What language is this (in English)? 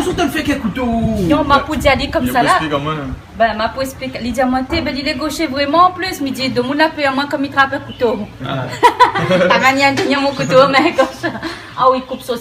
Réunion Creole French